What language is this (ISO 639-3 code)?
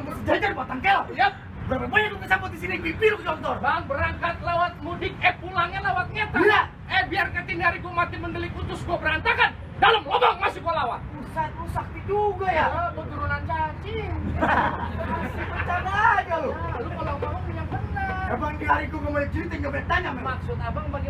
bew